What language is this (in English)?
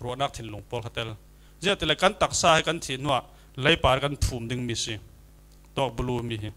Falam Chin